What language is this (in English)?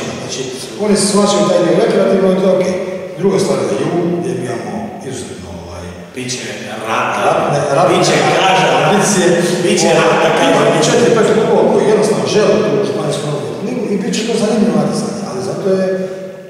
Croatian